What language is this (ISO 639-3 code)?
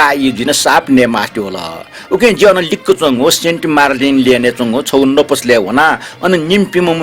new